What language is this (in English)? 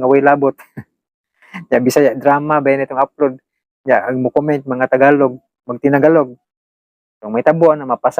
Cebuano